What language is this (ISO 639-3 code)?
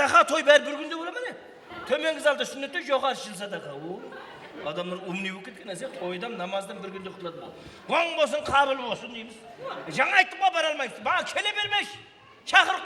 kaa